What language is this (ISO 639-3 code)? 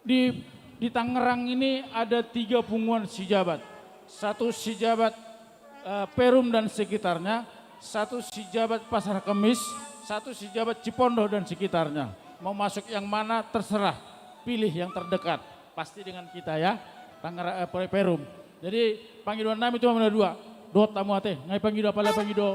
bts